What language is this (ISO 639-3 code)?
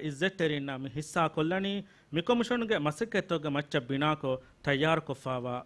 div